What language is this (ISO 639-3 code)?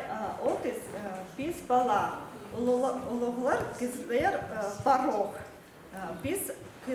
kjh